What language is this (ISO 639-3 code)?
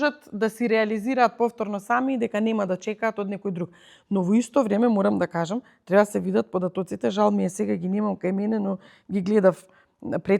mkd